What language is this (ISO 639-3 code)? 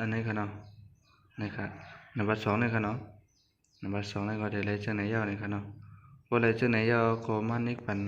shn